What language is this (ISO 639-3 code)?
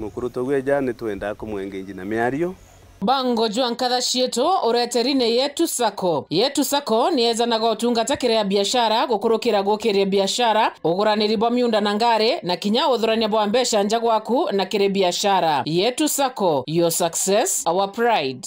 mer